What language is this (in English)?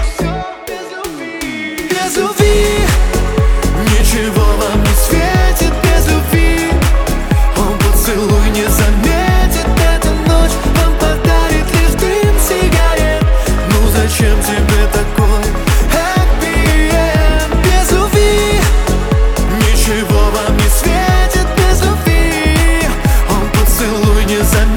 Russian